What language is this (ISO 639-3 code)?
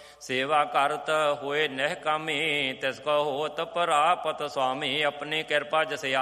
pan